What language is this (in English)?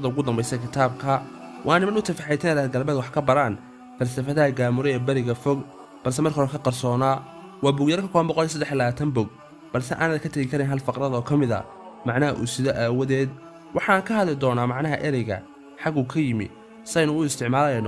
Somali